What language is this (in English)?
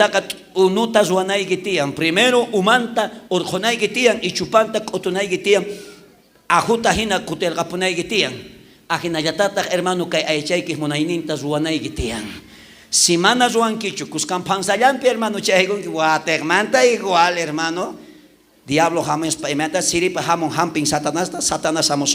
South Bolivian Quechua